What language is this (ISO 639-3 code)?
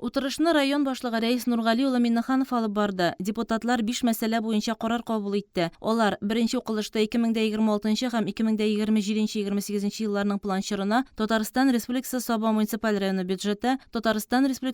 tat